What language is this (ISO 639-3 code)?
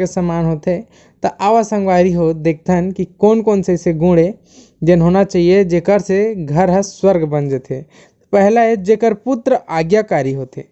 hne